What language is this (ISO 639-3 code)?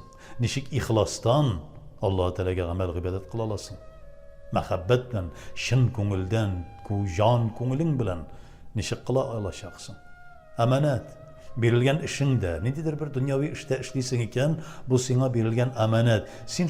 tat